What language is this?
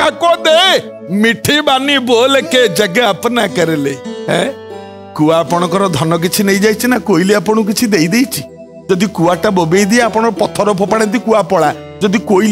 Odia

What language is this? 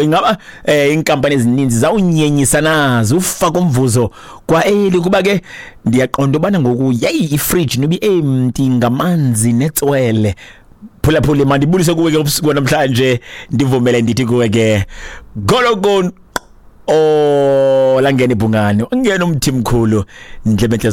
Xhosa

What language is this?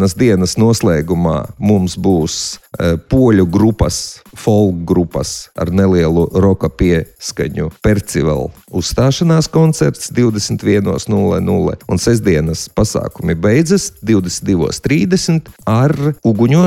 Latvian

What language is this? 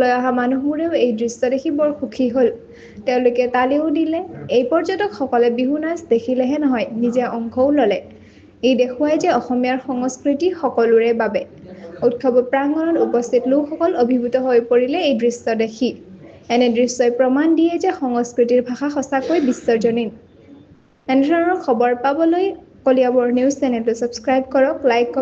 Assamese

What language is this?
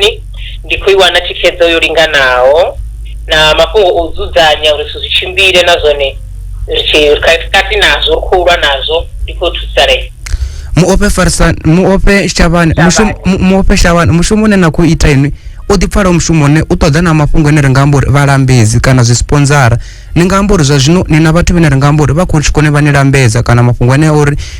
Venda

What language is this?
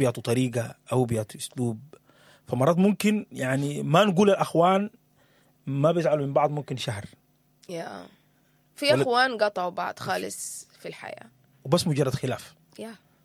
Sudanese Arabic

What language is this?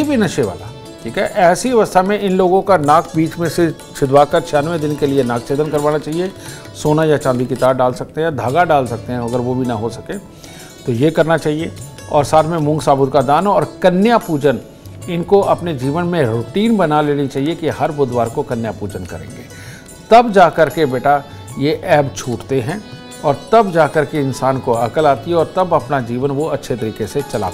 Hindi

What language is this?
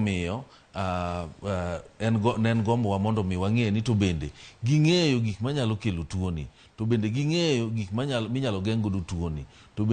Luo (Kenya and Tanzania)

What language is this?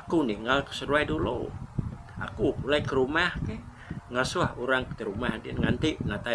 Iban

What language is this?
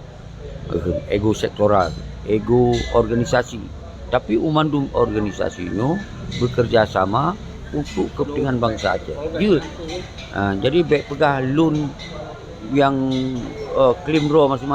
Achinese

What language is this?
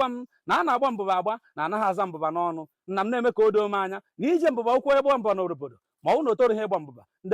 Igbo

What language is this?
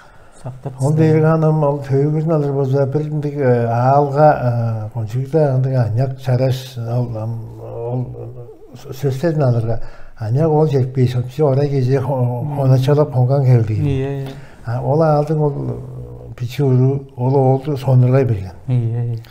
Tuvinian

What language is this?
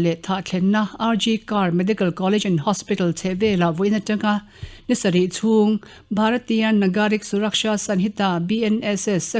Mizo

